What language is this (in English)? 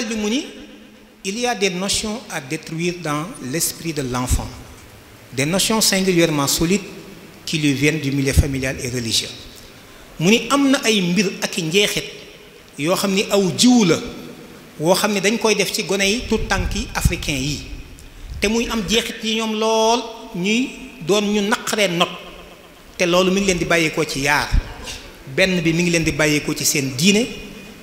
Wolof